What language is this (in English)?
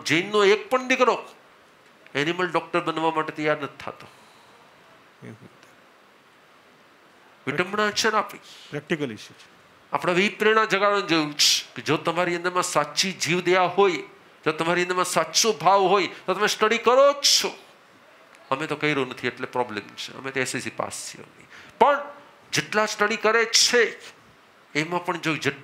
Gujarati